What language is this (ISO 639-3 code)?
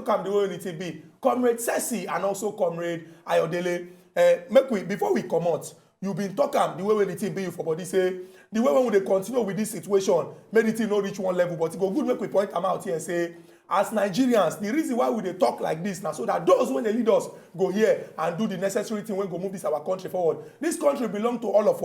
pcm